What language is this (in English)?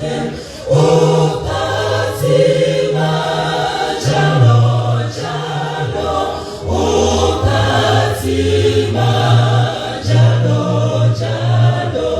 Tswana